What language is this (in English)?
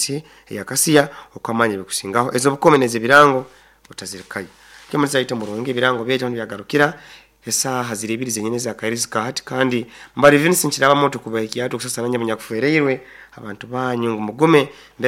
Nyoro